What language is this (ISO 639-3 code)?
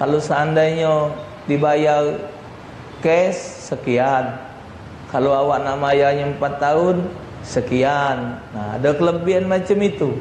mui